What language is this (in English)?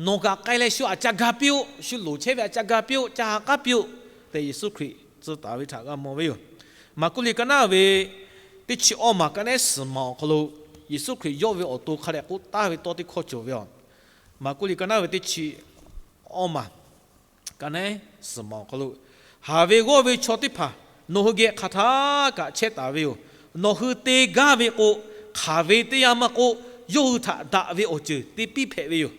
Lahu